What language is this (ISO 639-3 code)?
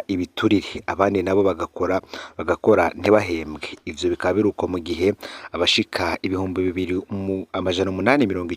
run